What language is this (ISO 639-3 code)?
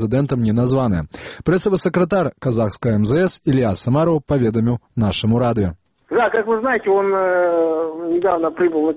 bel